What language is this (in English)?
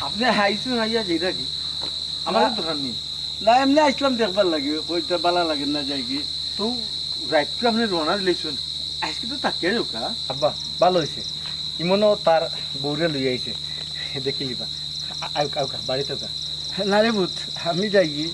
Sylheti